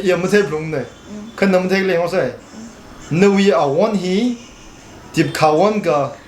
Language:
Tangkhul Naga (India)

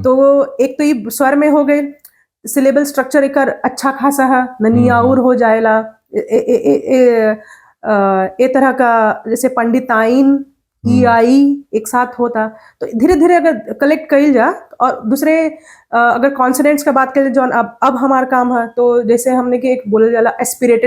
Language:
Bhojpuri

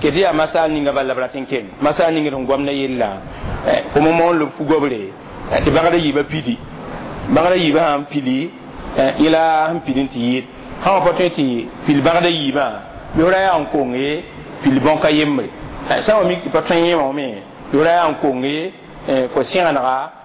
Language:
Mossi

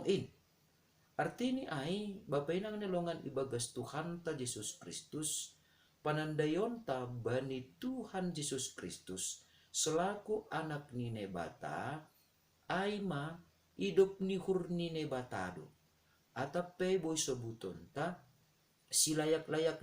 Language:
Batak Simalungun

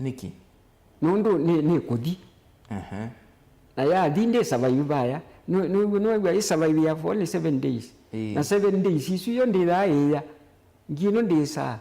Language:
Kamba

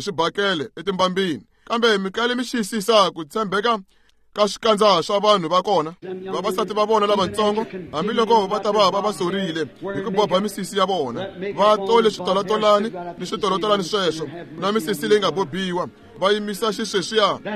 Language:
Tsonga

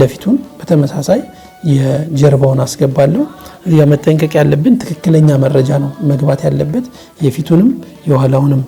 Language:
Amharic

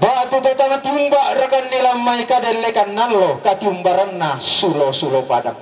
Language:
Toraja-Sa'dan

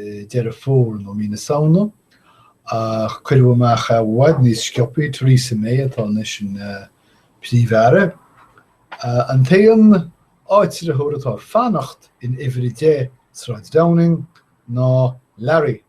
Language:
Irish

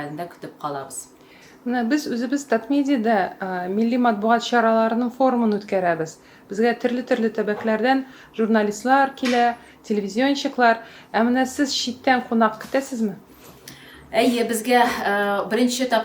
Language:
Tatar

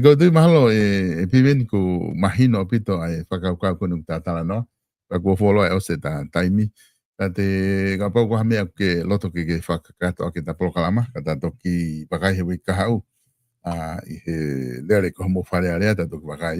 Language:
Tongan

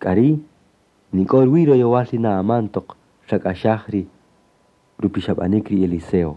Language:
Kaqchikel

